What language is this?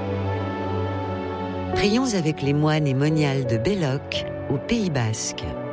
French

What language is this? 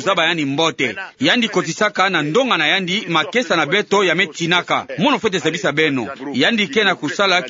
Kituba (Democratic Republic of Congo)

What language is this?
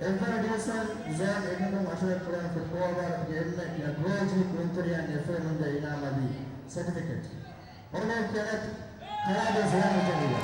Divehi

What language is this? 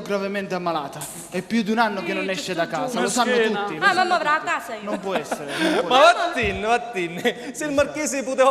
Sicilian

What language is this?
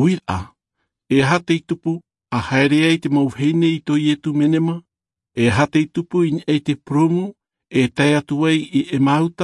Tahitian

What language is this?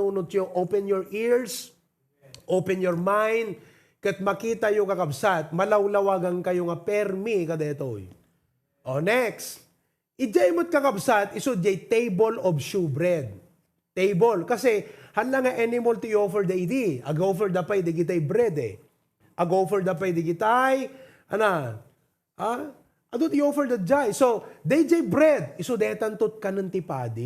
Iloko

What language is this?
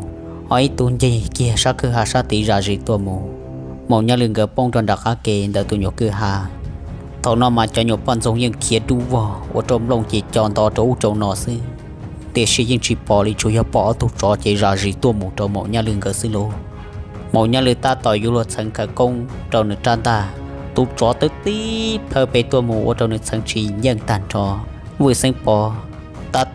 Hmong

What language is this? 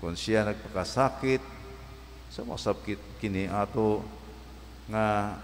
Cebuano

